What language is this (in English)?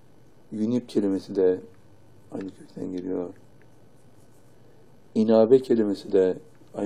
Turkish